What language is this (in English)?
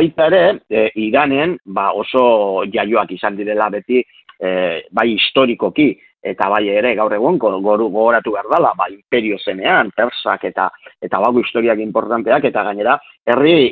Basque